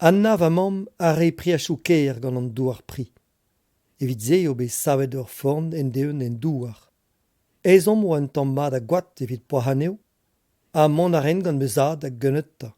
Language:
Breton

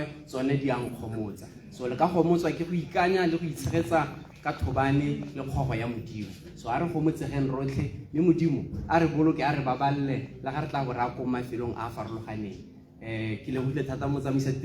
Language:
Tswana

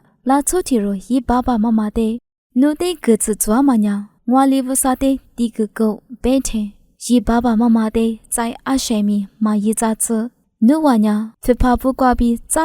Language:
Lisu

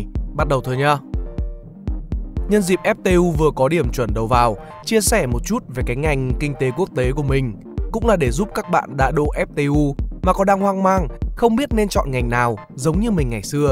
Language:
Vietnamese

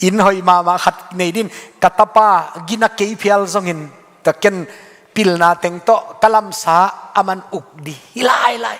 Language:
Tedim Chin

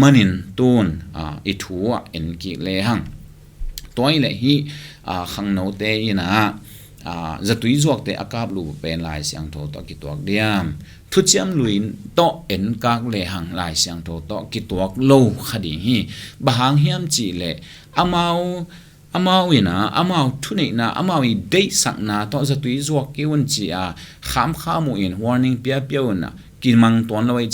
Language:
Tedim Chin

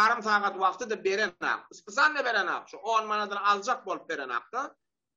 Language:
Turkmen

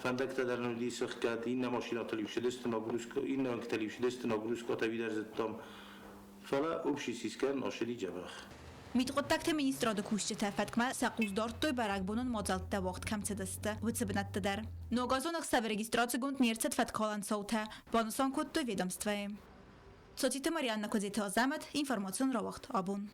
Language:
Ossetic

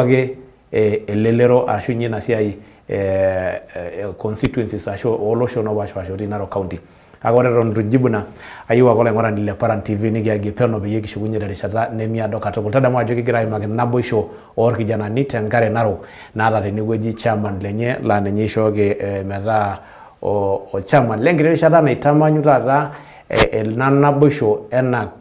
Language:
Masai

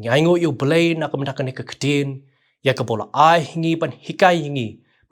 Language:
Khasi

